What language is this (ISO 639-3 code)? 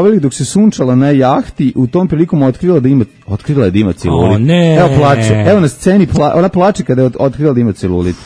srp